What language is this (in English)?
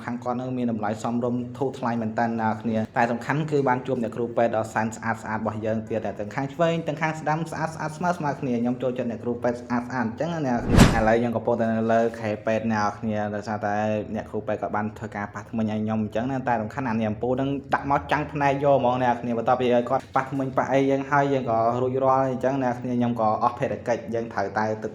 Khmer